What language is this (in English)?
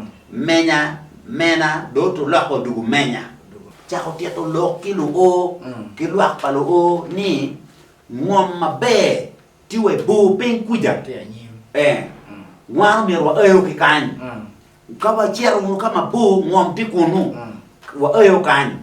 Acoli